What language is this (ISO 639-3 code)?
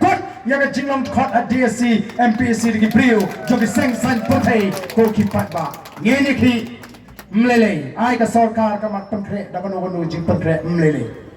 kha